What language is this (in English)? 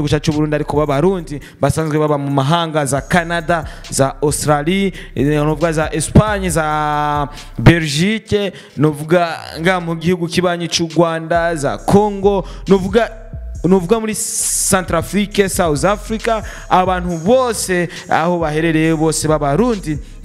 Rundi